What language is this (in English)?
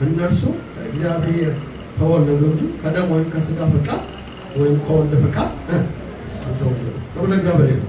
Amharic